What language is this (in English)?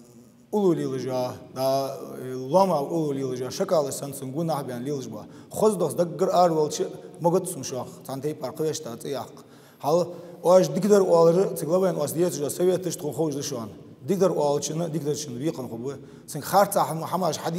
Ingush